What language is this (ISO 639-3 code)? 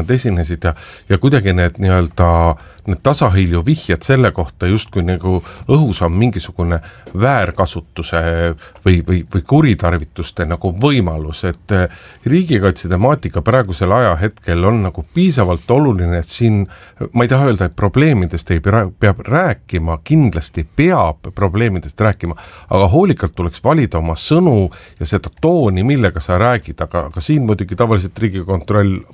est